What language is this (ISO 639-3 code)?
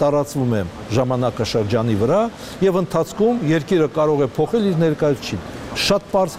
hye